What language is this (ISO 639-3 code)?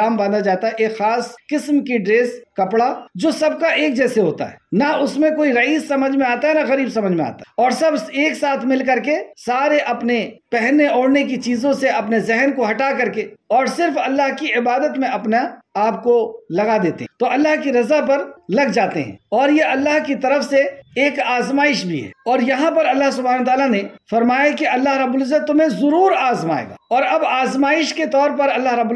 urd